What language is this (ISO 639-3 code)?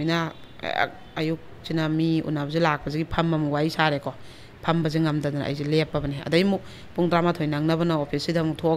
mni